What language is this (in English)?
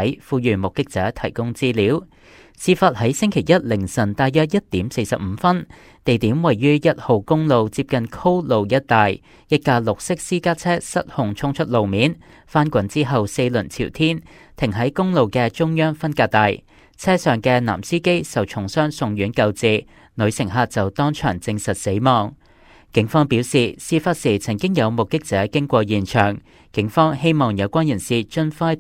Cantonese